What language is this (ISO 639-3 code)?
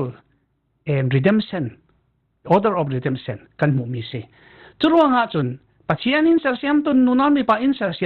cfm